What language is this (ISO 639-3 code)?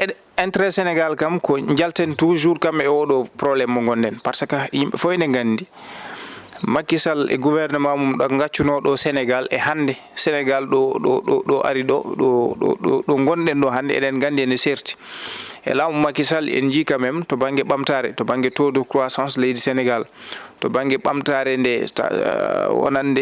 ful